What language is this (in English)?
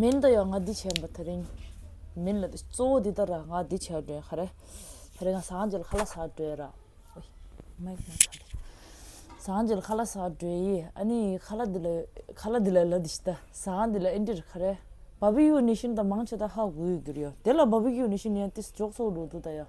Tibetan